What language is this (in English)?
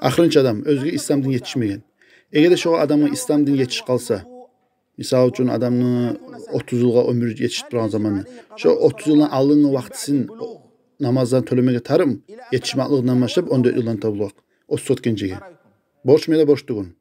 Kumyk